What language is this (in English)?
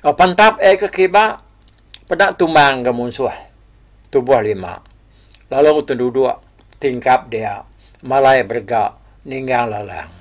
Iban